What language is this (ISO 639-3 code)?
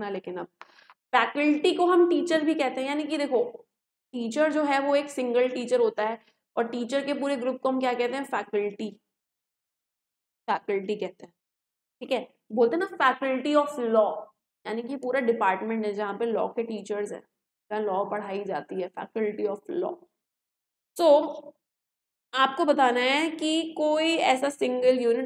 hin